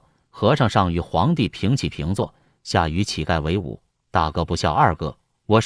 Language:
Chinese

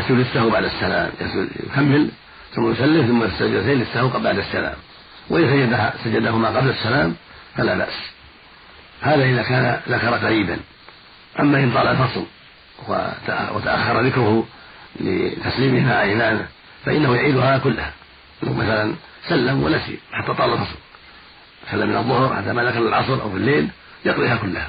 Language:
Arabic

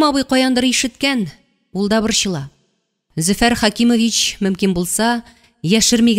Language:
Tatar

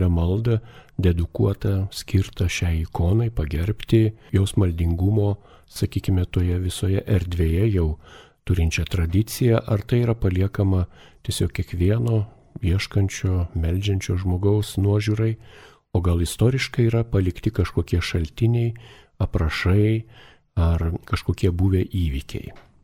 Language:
Lithuanian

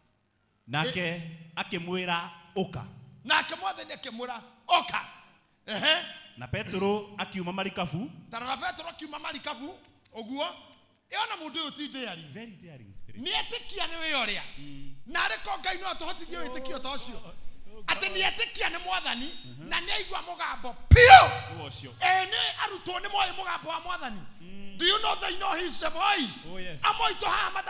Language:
Kikuyu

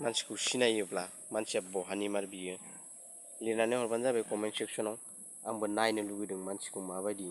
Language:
Bodo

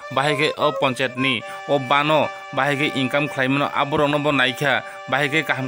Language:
Kok Borok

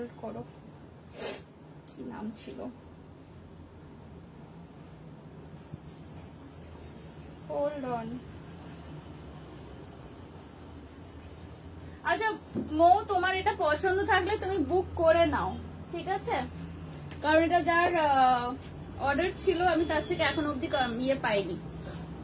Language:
Bangla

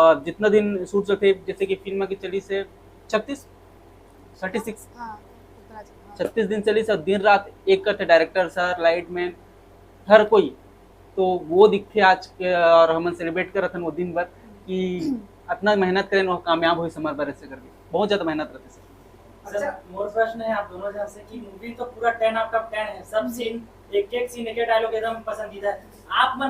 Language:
Chhattisgarhi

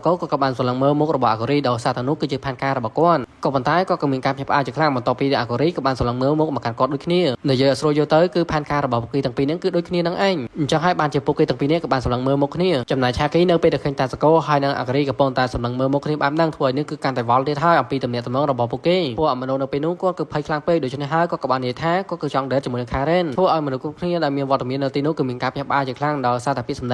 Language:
Khmer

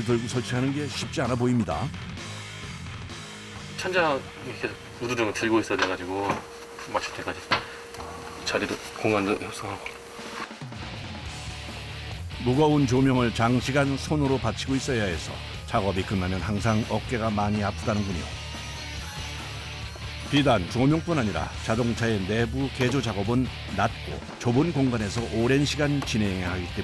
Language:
Korean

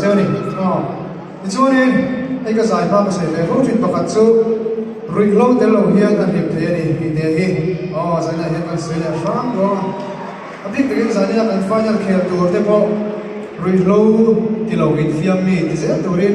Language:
Mizo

